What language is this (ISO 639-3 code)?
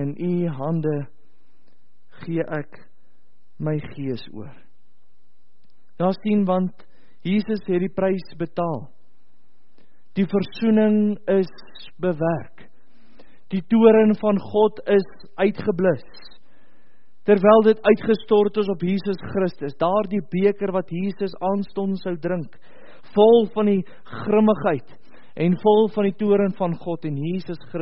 afr